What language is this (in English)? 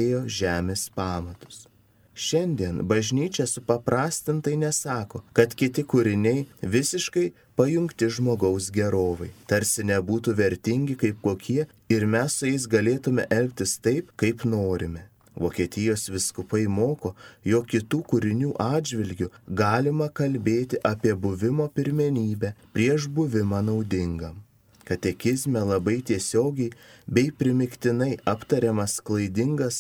Lithuanian